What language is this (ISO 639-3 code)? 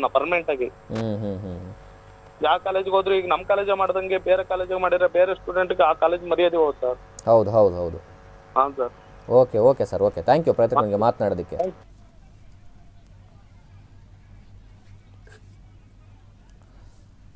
kan